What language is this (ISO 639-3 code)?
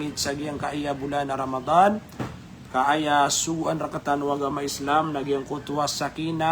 mrw